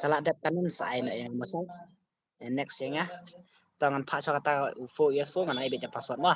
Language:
Khasi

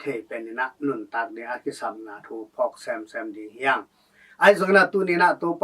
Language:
Tedim Chin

